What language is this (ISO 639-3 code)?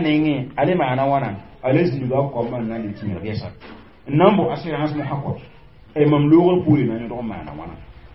mos